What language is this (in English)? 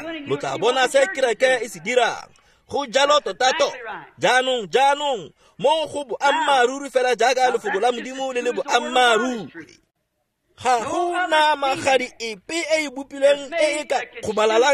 Tswana